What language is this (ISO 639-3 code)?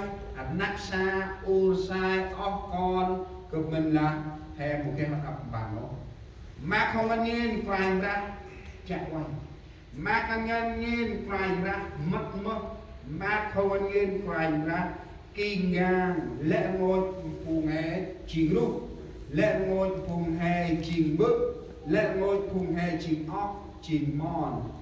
cmo